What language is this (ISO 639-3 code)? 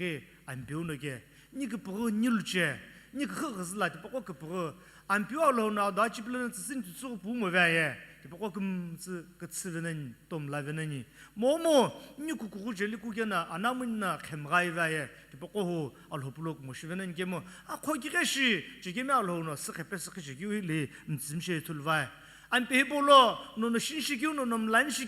nsm